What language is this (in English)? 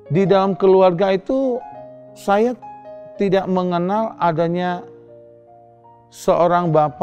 Indonesian